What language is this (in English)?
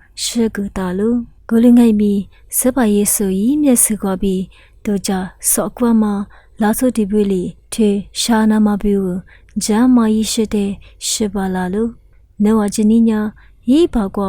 Lisu